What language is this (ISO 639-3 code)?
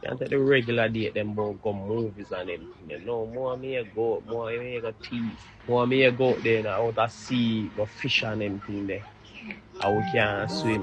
jam